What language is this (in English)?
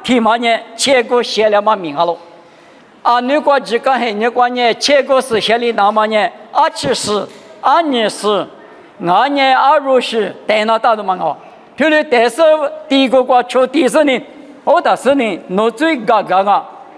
Lisu